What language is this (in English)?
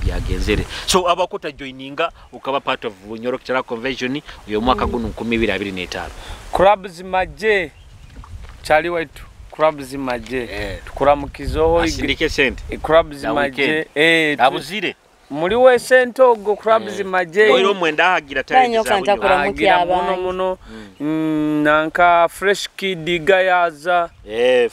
Nyoro